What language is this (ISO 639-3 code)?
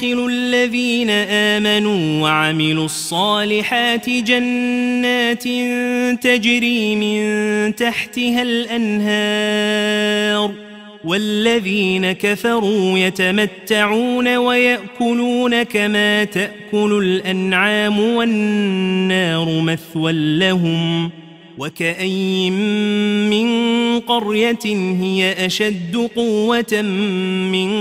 ara